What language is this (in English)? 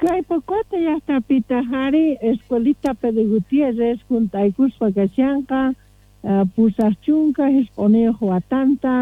South Bolivian Quechua